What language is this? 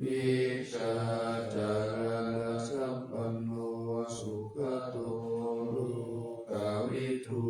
Pali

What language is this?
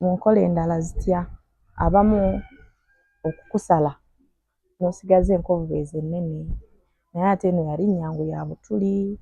Ganda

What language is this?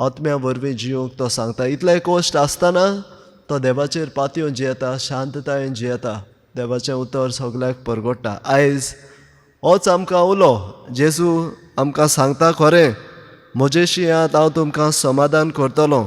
Konkani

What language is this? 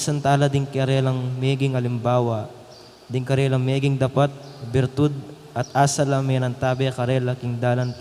Pampanga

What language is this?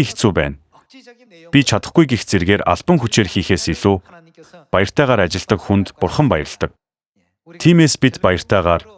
Mongolian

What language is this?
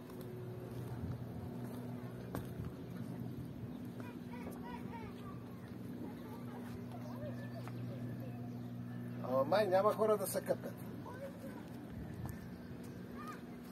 Bulgarian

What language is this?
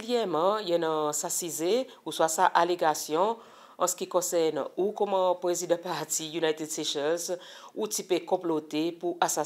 Seselwa Creole French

